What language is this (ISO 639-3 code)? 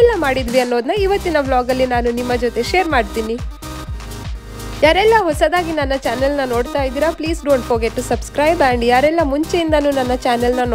kan